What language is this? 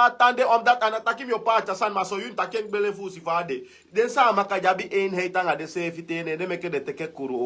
Sranan Tongo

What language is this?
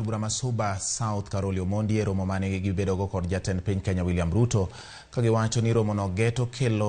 Luo (Kenya and Tanzania)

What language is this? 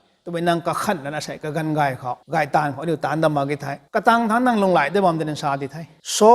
Rongmei Naga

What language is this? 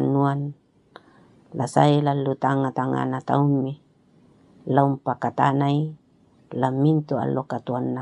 Toraja-Sa'dan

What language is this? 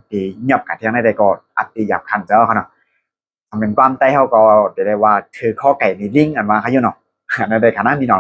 Shan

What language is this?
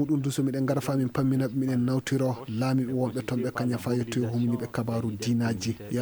Fula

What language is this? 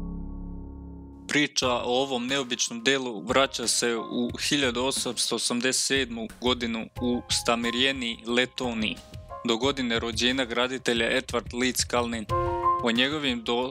Serbian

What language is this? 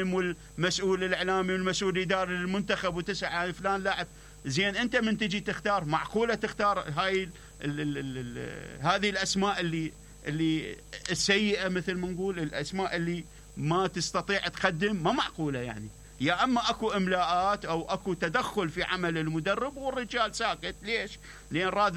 Mesopotamian Arabic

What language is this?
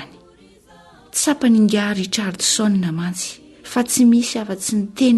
Malagasy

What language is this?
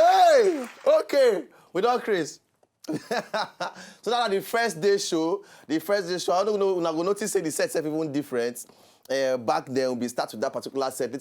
Nigerian Pidgin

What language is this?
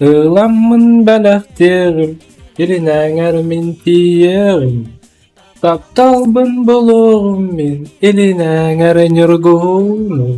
Yakut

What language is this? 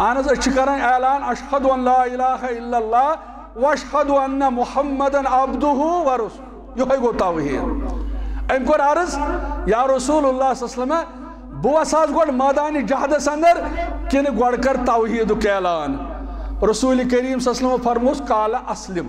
Kashmiri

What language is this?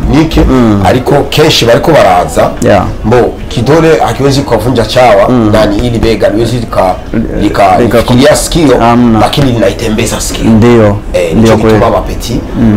Rundi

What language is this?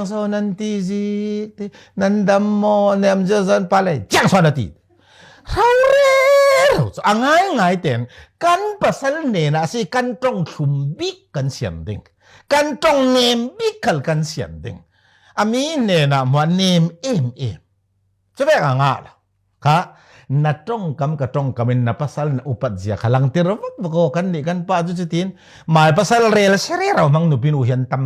Falam Chin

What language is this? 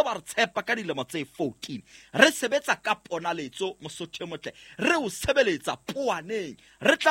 Southern Sotho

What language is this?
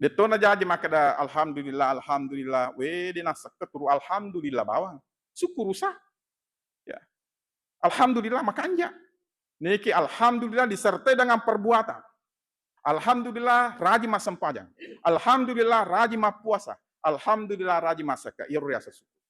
Buginese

